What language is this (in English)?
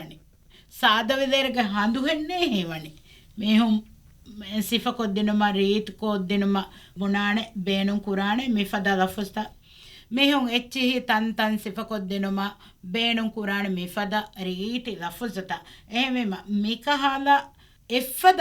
Divehi